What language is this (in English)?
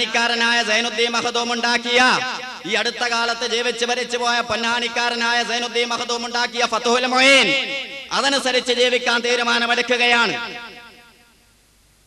Malayalam